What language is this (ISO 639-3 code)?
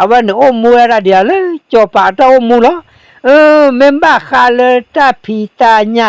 ksw